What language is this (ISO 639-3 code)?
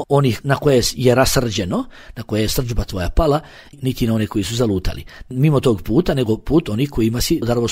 bos